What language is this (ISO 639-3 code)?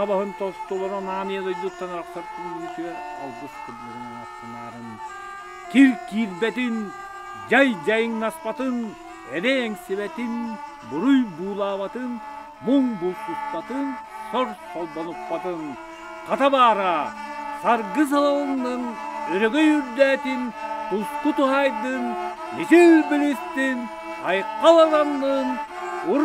sah